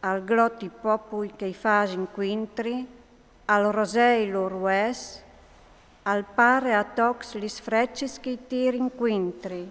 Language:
Friulian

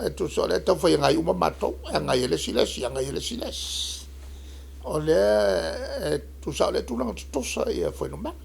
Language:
Samoan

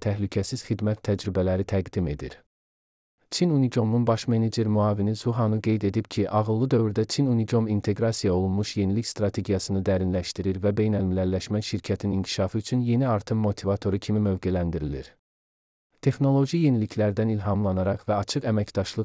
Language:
Azerbaijani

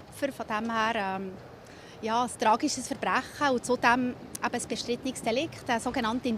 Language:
Swiss German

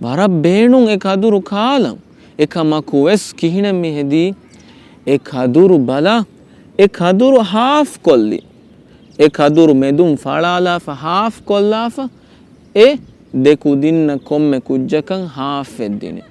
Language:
Divehi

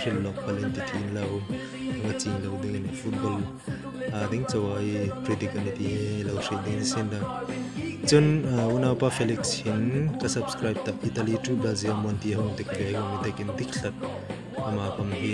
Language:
Hmar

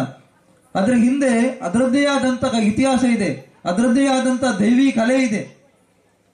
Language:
Kannada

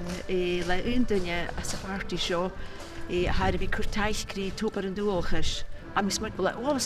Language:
Scottish Gaelic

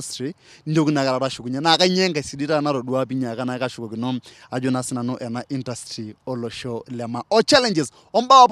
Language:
Masai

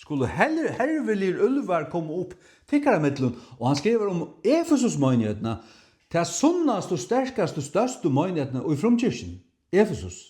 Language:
Faroese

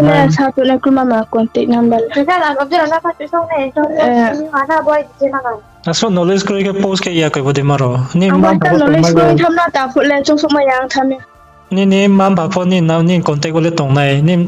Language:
Riang (India)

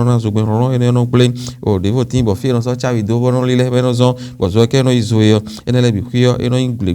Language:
Fon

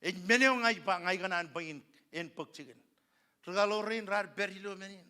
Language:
Marshallese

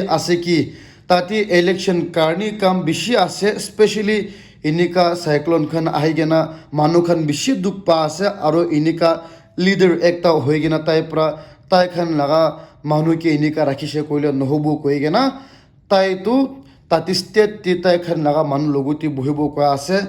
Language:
Naga Pidgin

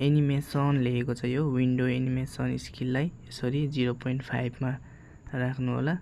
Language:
Nepali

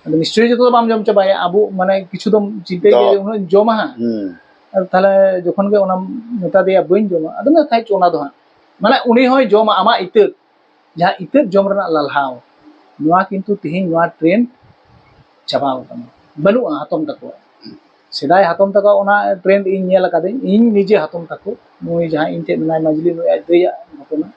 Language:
Santali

